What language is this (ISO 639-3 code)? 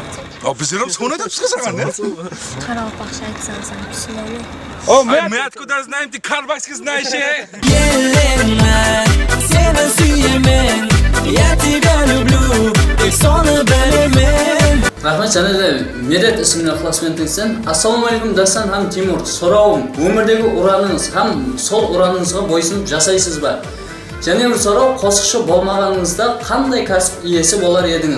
kaa